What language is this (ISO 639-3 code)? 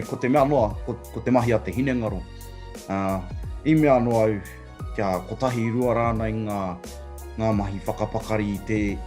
mri